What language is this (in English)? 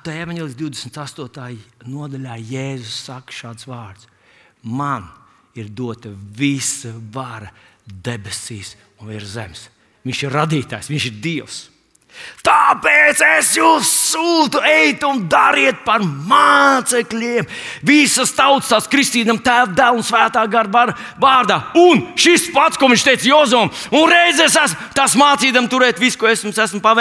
Latvian